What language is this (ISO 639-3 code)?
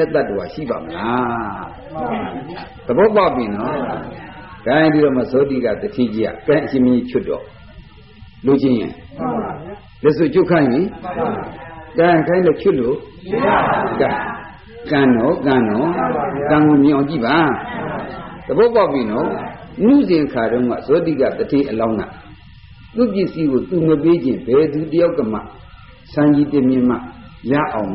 mya